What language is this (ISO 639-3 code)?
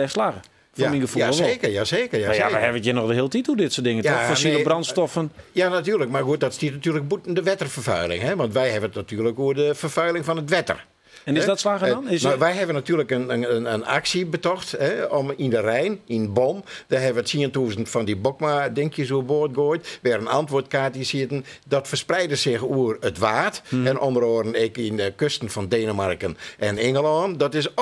fry